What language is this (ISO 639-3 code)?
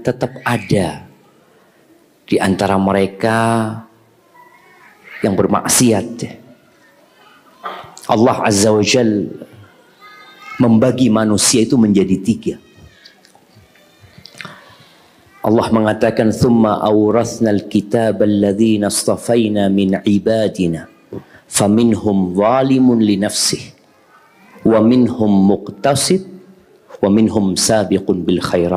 ind